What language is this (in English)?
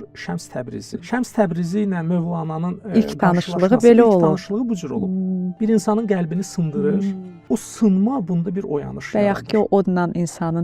Azerbaijani